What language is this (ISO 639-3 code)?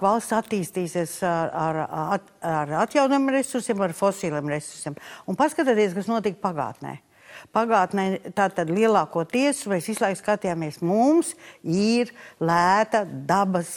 lav